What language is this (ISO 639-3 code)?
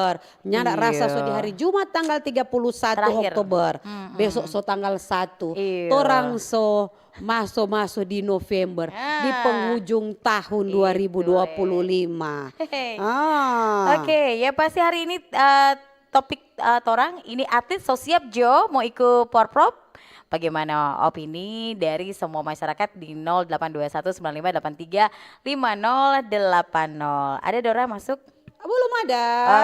xmm